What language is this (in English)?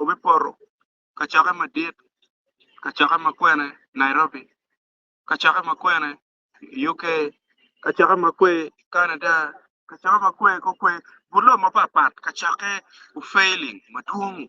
Acoli